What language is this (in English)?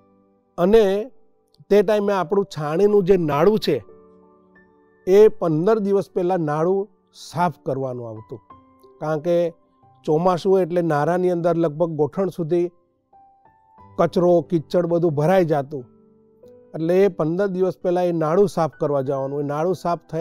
Gujarati